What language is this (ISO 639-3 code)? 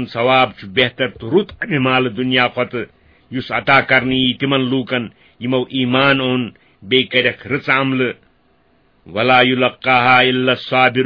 kas